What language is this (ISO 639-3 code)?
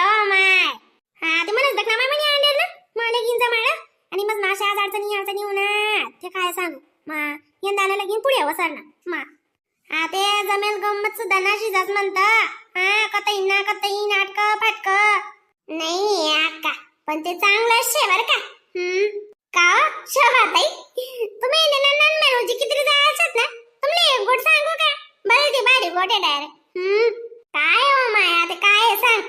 khn